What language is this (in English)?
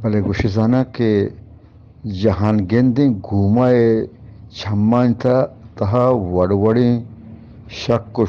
Eastern Balochi